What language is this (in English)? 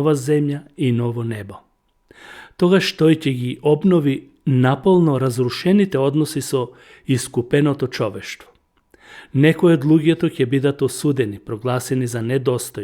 Macedonian